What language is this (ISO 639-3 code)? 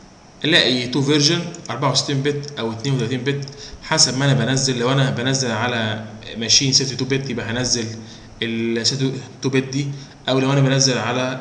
arz